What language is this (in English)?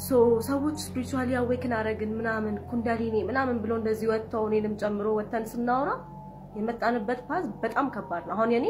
Amharic